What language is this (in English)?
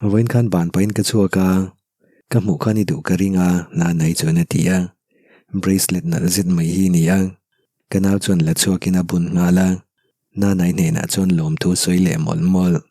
Mizo